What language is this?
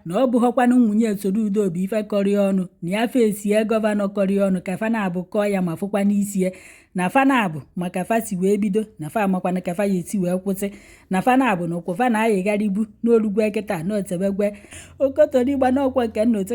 Igbo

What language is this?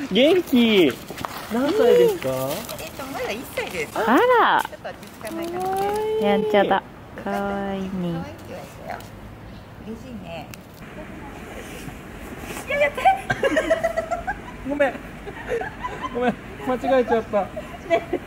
Japanese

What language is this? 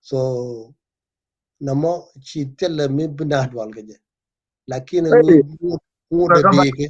Nuer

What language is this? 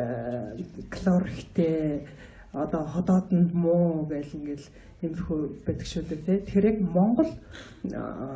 Mongolian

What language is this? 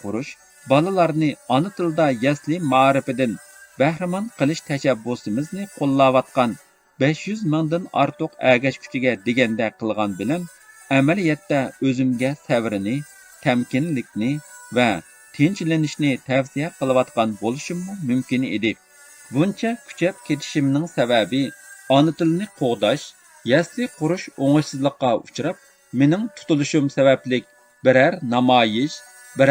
Uyghur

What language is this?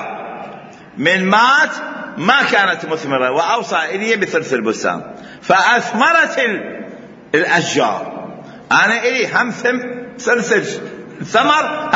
Mesopotamian Arabic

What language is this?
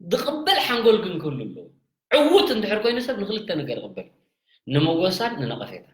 Tigrinya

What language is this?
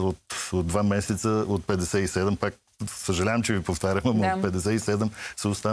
Bulgarian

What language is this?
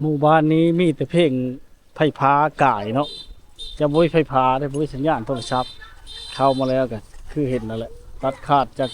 Lao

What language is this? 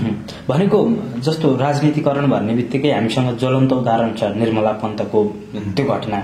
Nepali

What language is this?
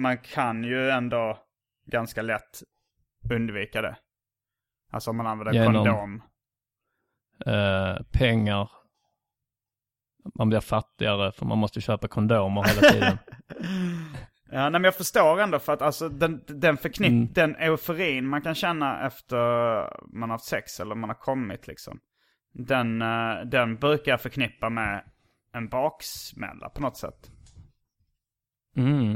Swedish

